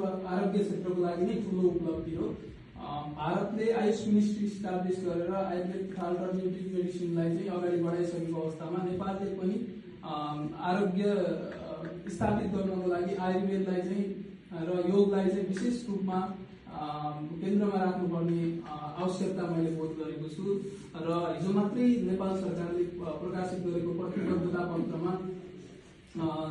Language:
Nepali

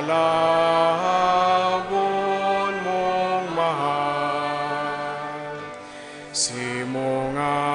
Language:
Bikol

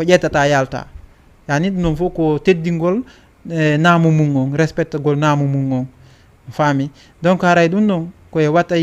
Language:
Fula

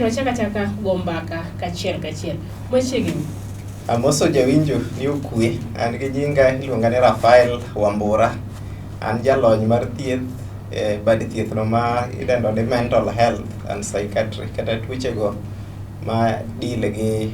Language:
Luo (Kenya and Tanzania)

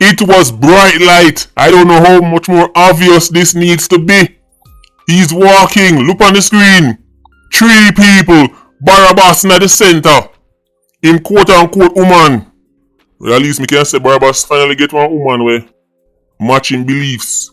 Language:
Jamaican Creole English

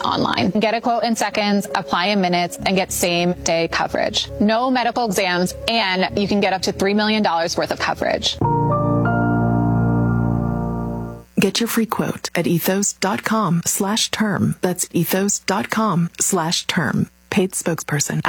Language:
English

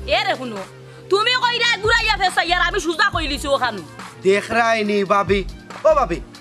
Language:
Sylheti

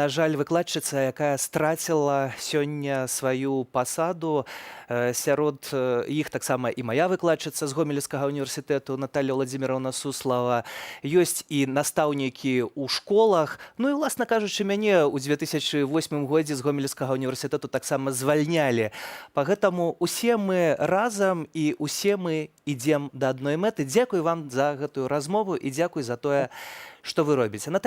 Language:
Belarusian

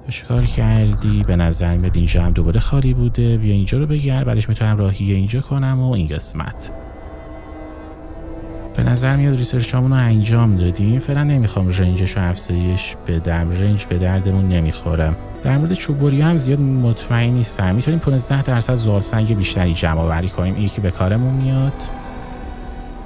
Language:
Persian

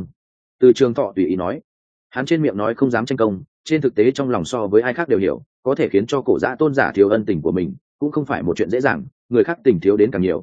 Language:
Vietnamese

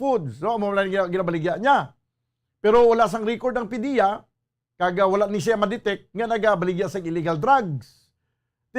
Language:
Hiligaynon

